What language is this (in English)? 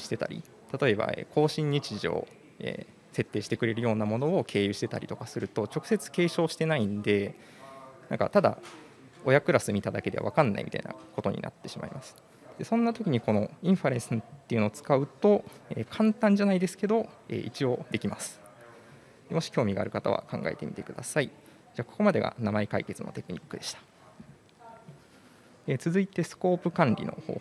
Japanese